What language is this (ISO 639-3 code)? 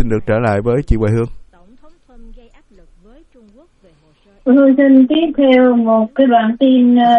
vie